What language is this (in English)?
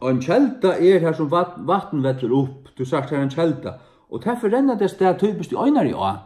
Faroese